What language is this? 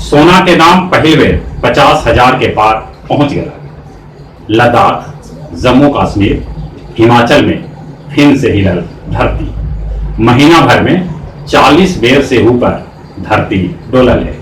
Magahi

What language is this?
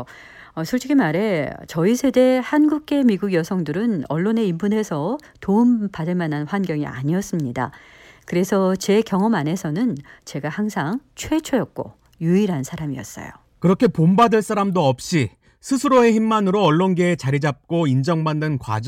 Korean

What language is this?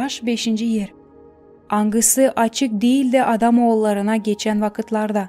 Gagauz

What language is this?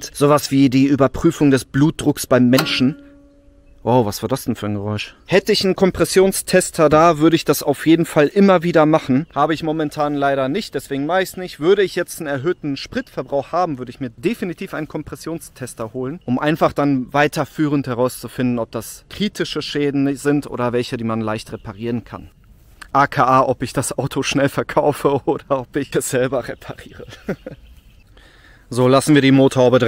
German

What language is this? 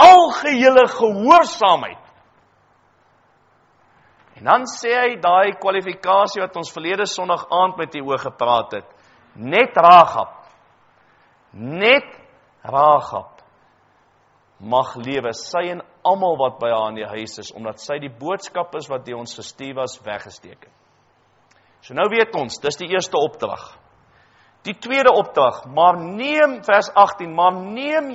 Afrikaans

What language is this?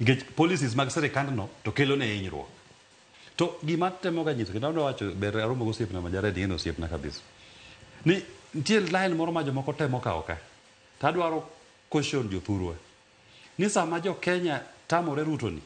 Luo (Kenya and Tanzania)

